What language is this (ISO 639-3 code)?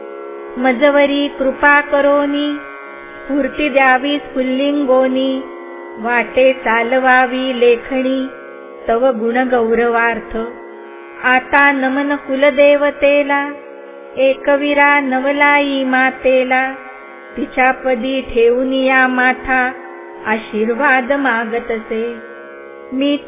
mar